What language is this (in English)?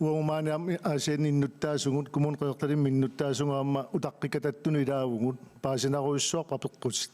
Kalaallisut